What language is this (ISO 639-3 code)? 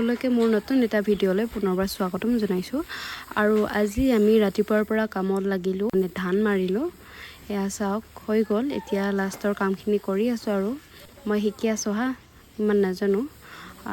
asm